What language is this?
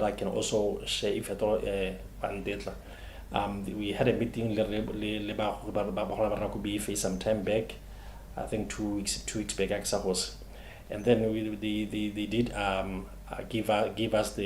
Tswana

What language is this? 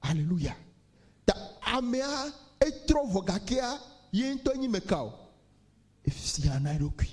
Ewe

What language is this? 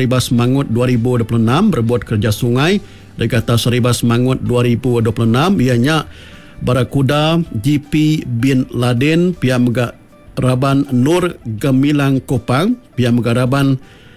Iban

